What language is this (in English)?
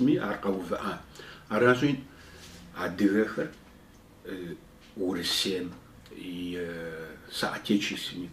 Kabardian